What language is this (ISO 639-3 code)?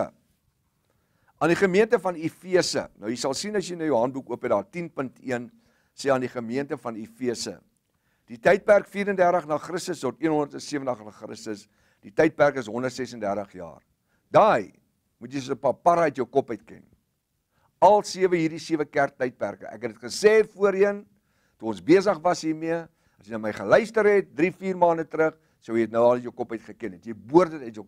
afr